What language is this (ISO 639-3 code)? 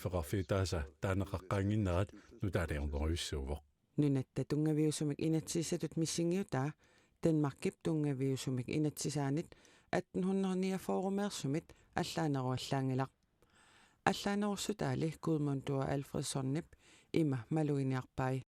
kal